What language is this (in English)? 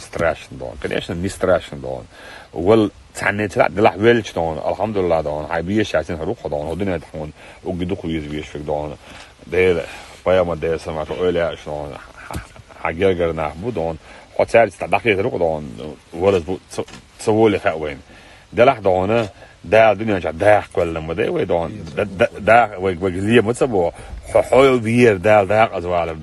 Chechen